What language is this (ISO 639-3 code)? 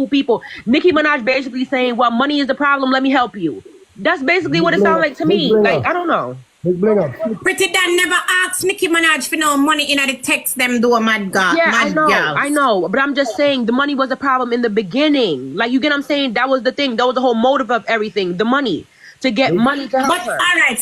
jam